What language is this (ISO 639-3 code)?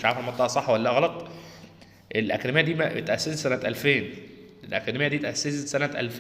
arz